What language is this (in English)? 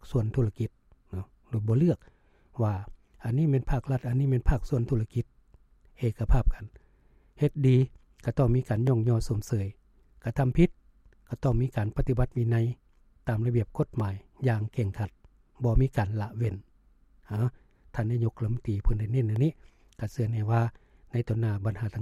Lao